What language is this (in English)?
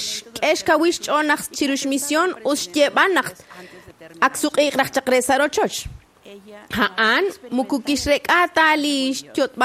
Kekchí